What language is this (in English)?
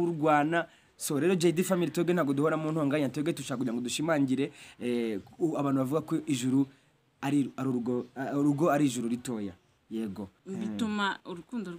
Kinyarwanda